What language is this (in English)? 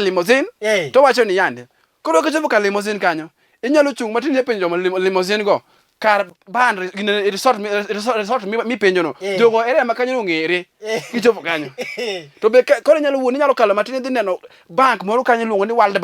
Luo (Kenya and Tanzania)